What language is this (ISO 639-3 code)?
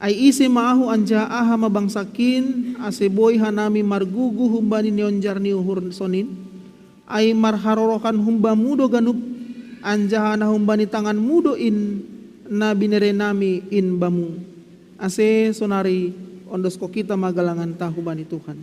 bts